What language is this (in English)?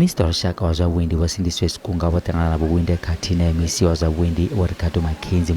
Venda